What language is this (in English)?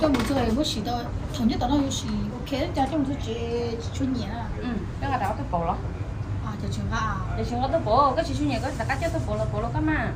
Hmong